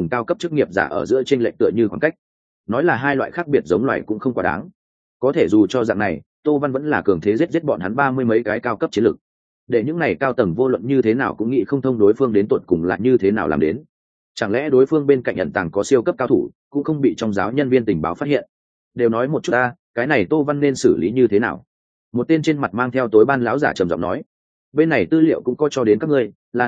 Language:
Vietnamese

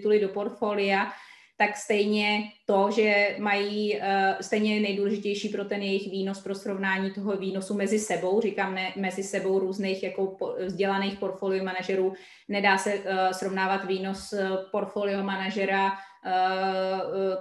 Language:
Czech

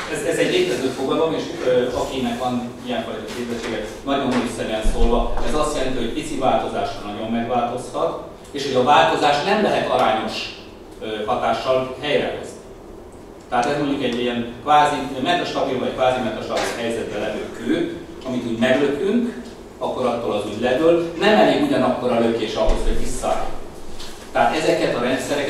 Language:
Hungarian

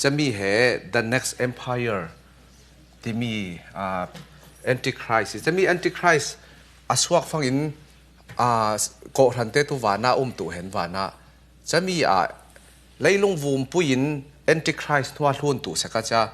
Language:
Falam Chin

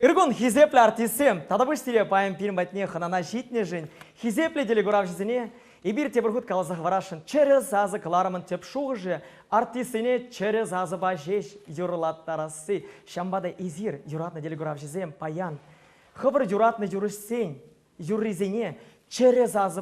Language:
Chuvash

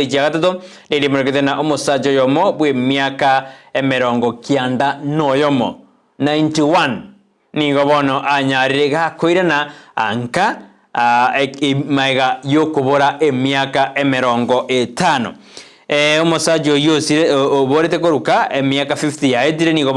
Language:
Gusii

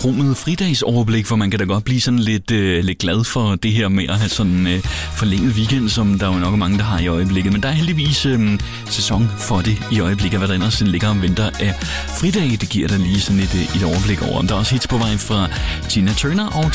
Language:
Danish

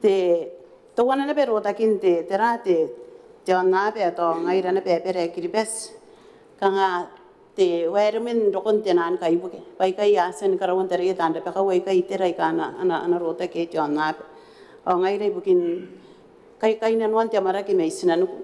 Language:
Gilbertese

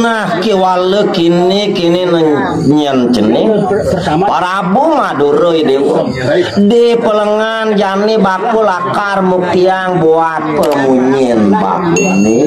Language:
Balinese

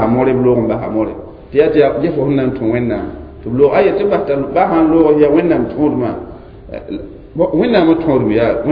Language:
Mossi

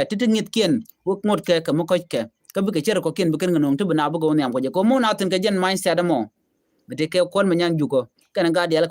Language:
Nuer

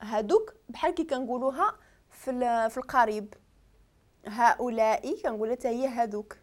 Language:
Moroccan Arabic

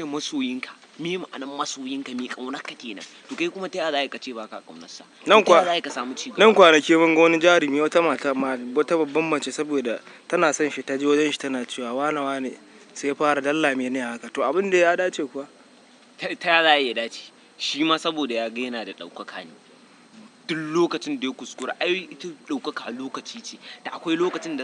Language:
Hausa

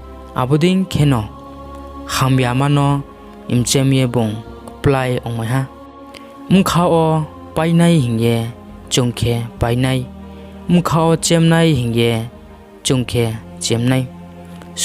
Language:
Riang (India)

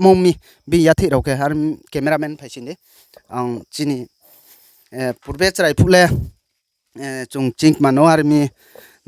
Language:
Riang (India)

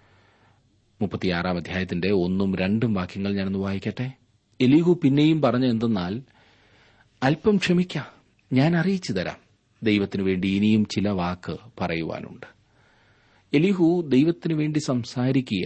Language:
Malayalam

